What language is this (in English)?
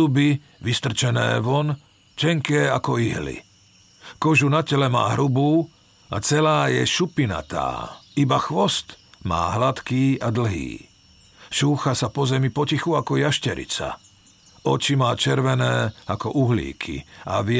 Slovak